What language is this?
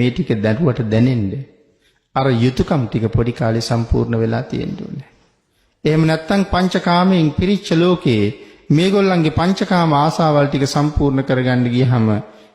Sinhala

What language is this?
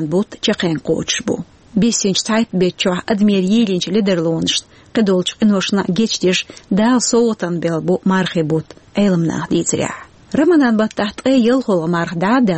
Chechen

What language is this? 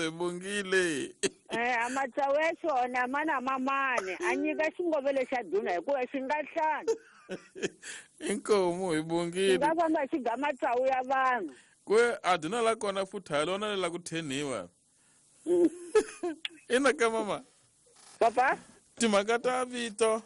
Tsonga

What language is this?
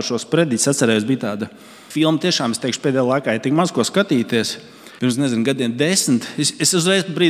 Latvian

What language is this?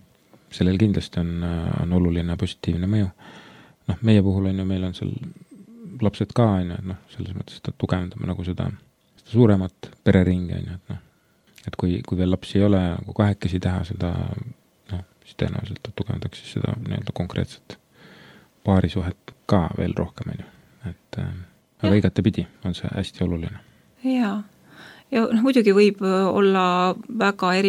Estonian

